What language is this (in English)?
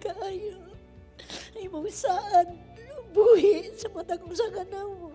Cebuano